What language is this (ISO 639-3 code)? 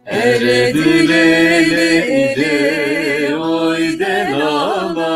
zza